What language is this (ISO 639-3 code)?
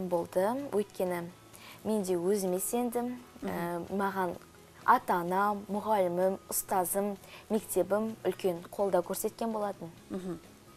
kaz